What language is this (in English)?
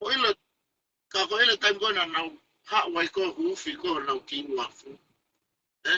Tongan